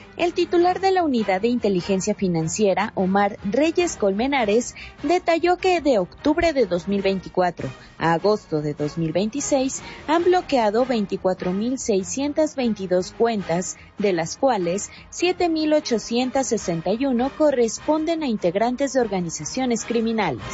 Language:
Spanish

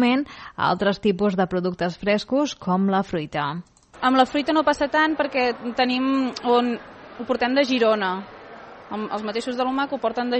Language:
Catalan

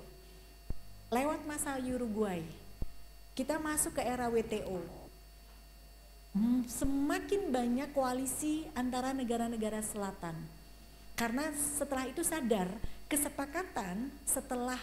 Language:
Indonesian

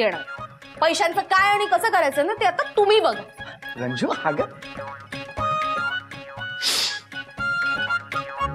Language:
Marathi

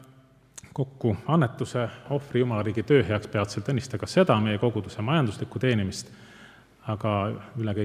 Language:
Estonian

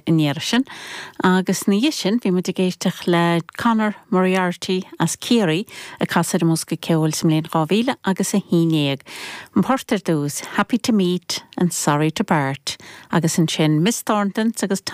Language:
Irish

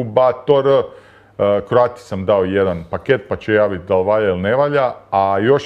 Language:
Croatian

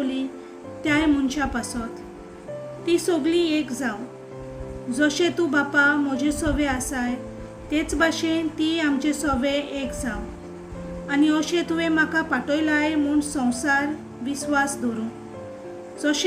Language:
Konkani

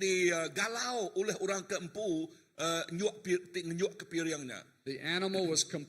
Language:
Iban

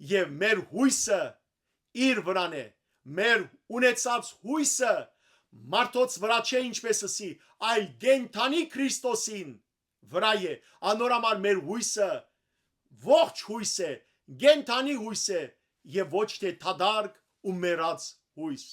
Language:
Western Armenian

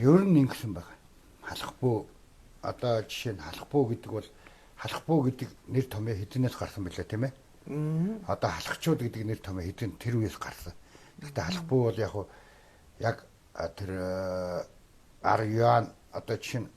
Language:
Mongolian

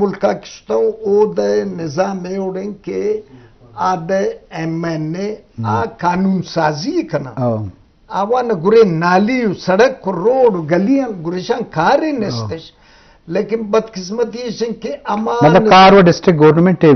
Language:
Eastern Balochi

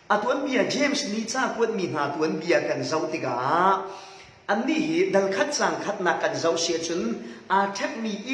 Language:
Falam Chin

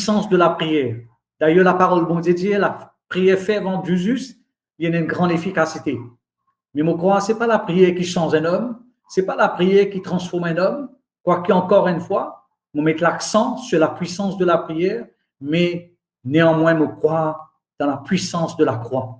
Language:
Morisyen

